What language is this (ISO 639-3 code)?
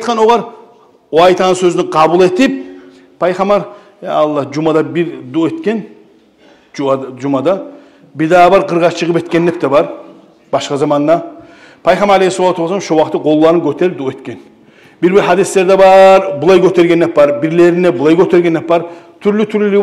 kum